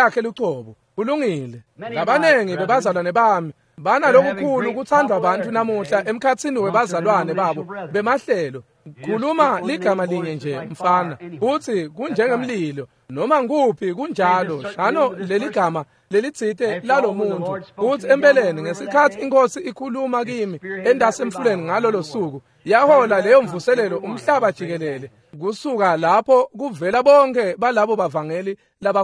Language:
Swati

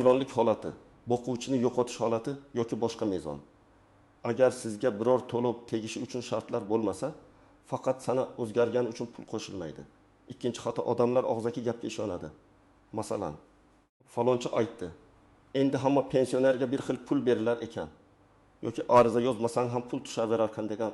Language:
Uzbek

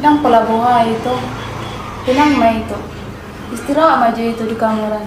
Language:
Batak Toba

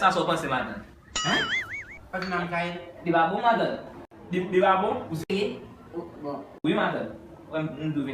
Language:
Haitian Creole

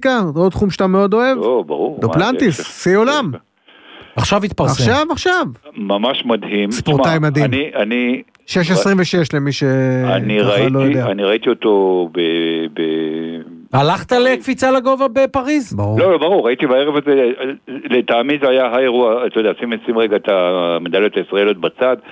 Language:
Hebrew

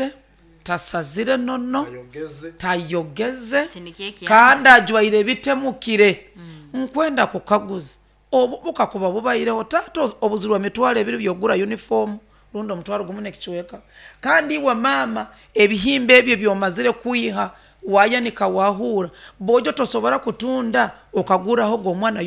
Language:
Nyoro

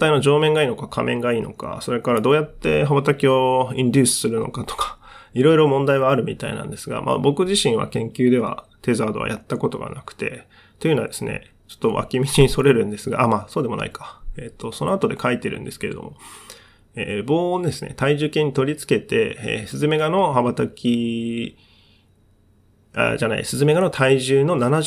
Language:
Japanese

